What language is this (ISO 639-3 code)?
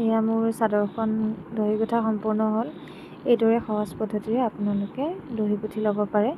asm